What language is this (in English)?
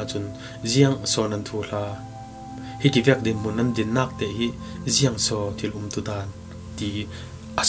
Falam Chin